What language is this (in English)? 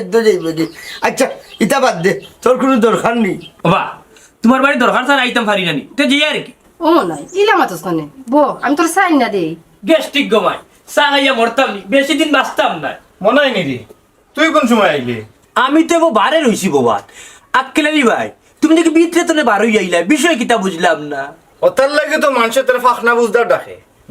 Sylheti